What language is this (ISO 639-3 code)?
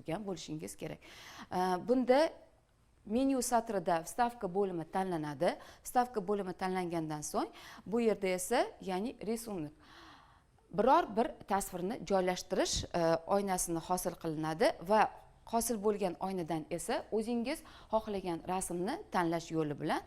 uzb